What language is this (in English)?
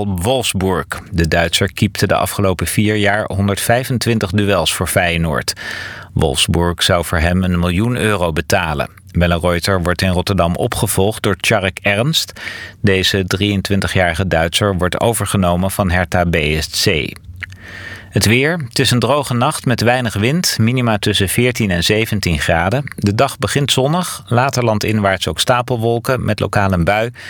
Dutch